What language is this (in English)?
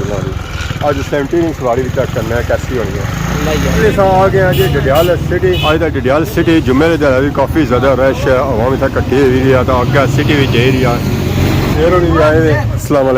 Pahari-Potwari